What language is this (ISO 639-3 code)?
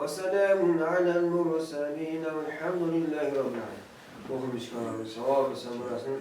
kaa